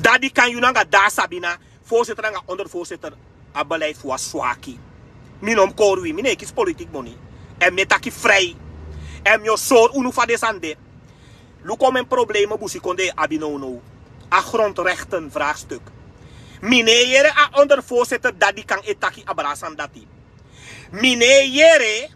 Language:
Sranan Tongo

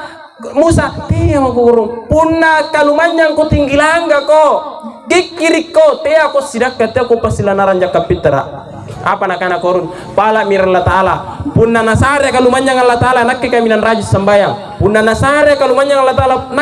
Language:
Makasar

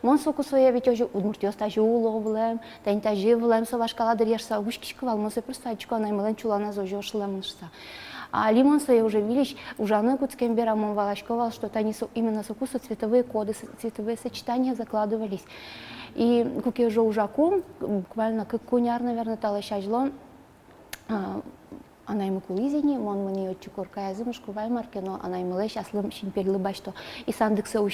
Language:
Udmurt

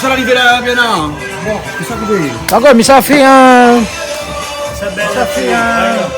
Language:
Réunion Creole French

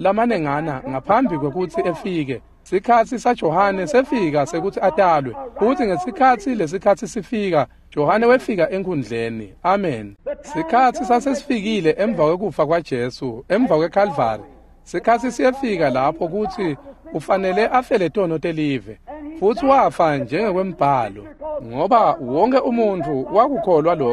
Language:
Swati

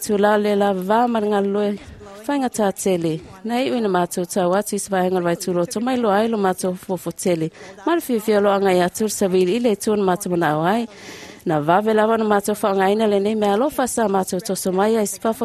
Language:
Samoan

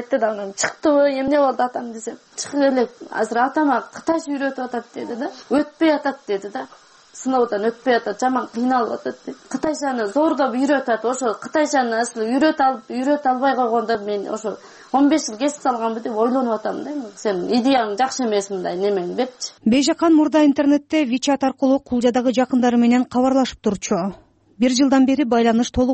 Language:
Kyrgyz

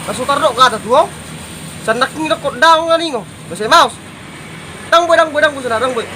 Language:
Batak Toba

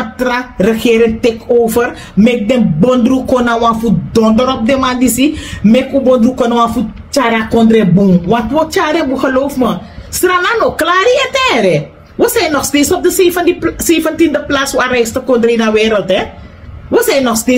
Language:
Sranan Tongo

